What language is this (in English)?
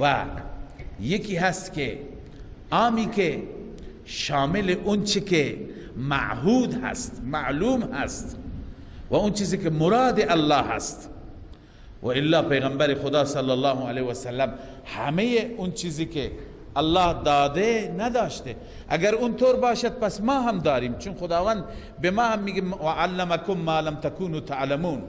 Persian